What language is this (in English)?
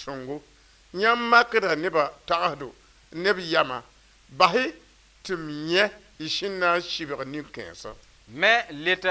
Mossi